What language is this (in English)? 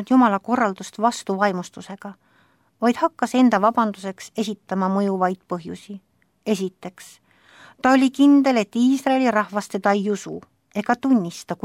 Estonian